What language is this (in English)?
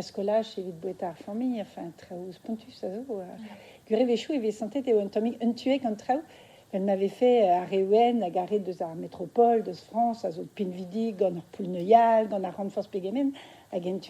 Breton